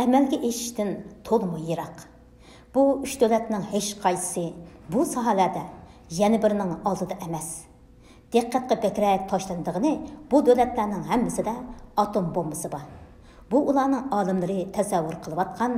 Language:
Uyghur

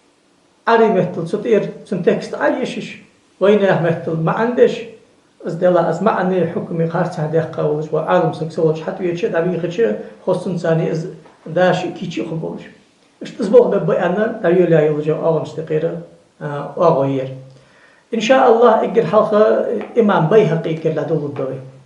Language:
Ingush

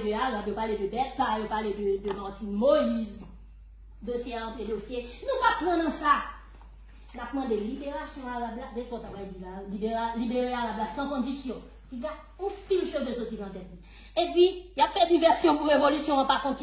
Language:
Haitian Creole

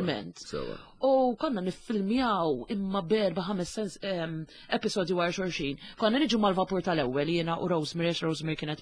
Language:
Maltese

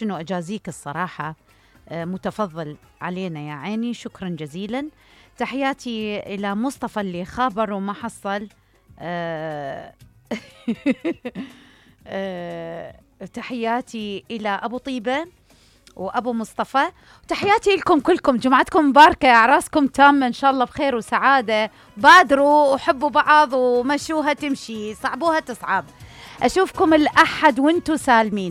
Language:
Mesopotamian Arabic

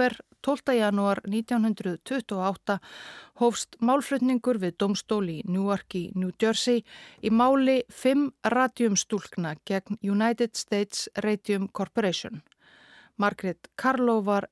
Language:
Icelandic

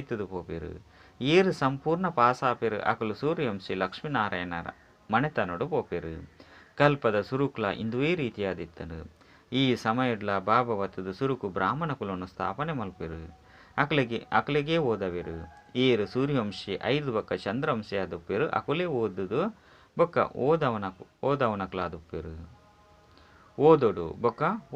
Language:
Tulu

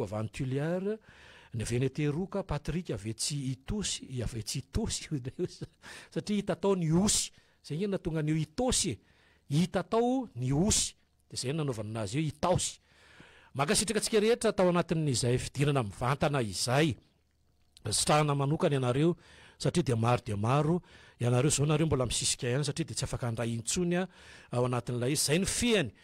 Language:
Malagasy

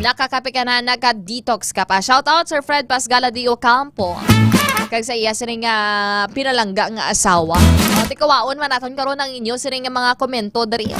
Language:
Hiligaynon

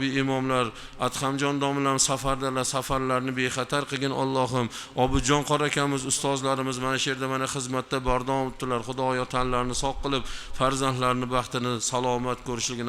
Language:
Uzbek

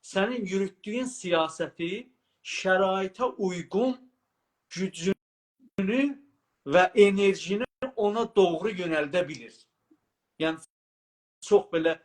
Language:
South Azerbaijani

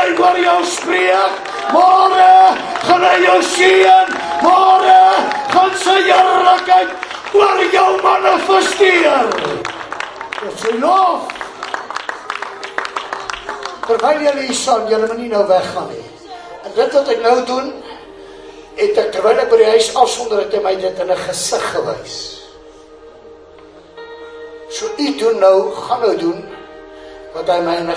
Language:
Afrikaans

